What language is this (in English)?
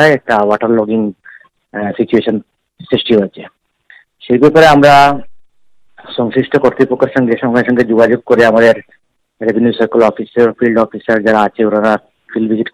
Bangla